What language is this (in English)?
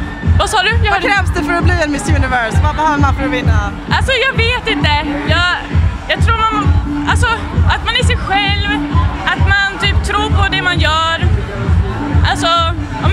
Swedish